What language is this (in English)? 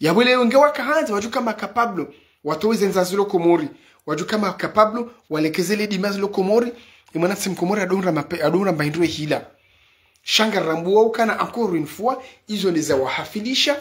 Ngazidja Comorian